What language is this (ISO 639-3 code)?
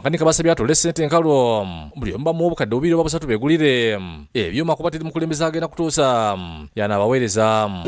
lug